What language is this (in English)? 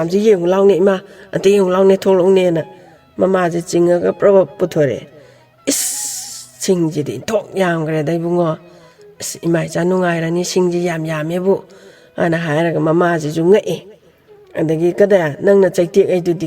Manipuri